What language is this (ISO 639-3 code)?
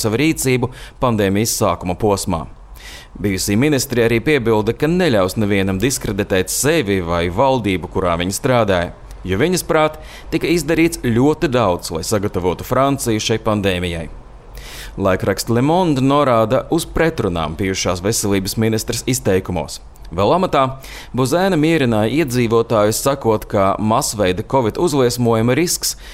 lav